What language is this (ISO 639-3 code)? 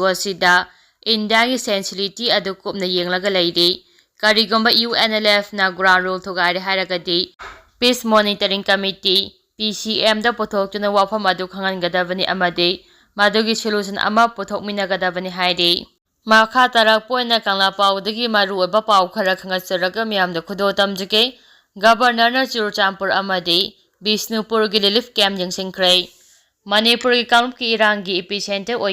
mni